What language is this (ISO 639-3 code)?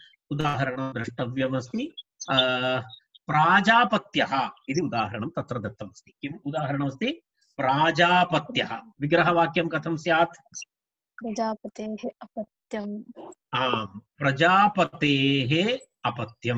san